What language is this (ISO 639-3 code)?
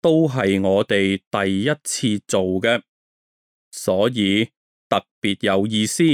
yue